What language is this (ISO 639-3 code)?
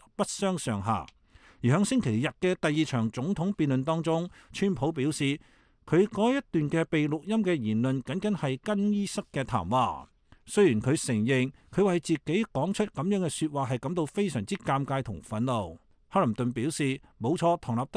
yue